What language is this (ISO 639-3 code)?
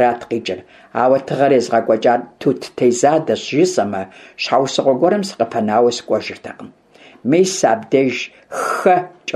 kbd